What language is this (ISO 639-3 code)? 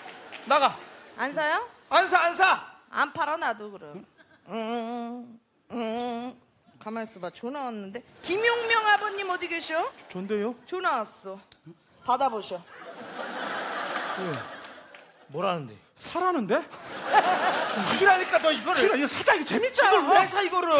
kor